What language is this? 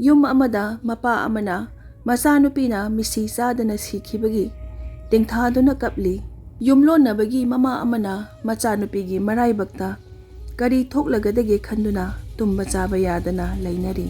Manipuri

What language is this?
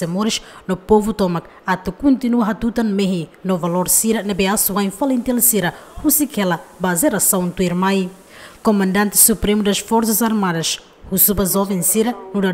Tetum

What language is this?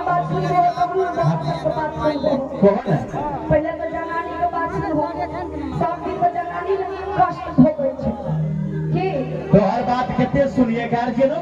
Maithili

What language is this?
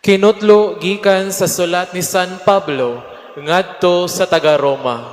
Cebuano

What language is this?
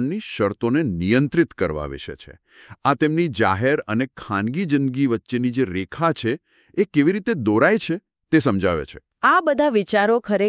Gujarati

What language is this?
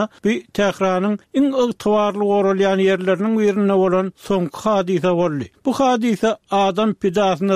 Turkmen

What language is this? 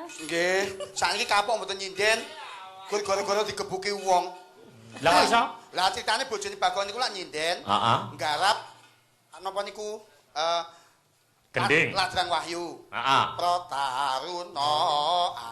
Javanese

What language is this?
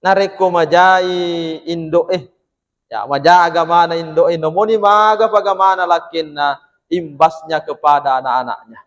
Buginese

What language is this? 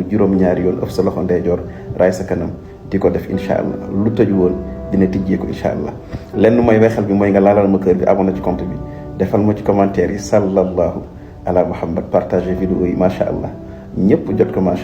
Wolof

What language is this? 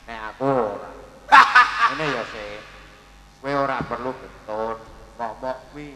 Javanese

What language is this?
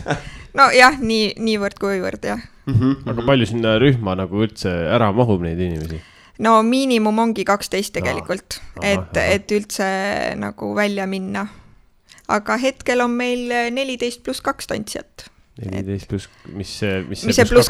Estonian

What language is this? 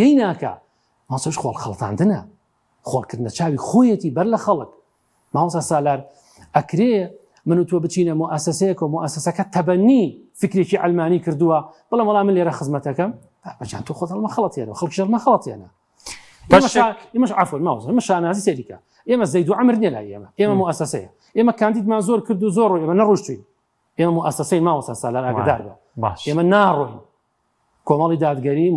Central Kurdish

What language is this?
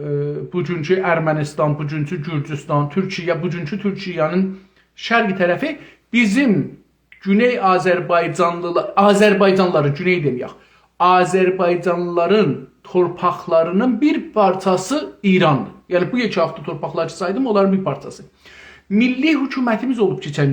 South Azerbaijani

